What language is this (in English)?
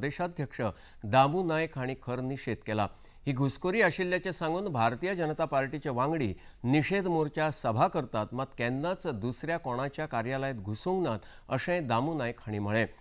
Konkani